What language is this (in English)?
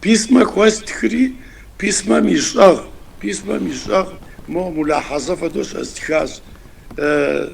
Kabardian